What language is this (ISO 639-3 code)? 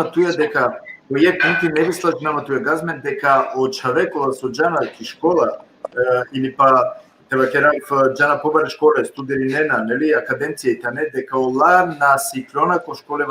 rmn